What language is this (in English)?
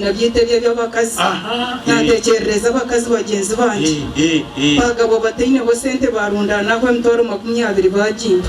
Nyankole